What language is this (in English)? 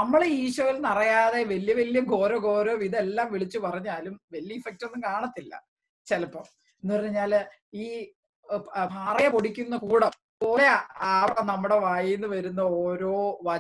Malayalam